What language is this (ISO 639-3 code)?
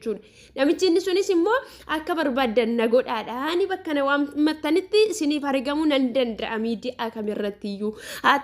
orm